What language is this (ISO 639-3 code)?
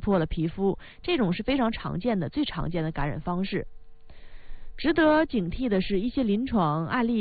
zho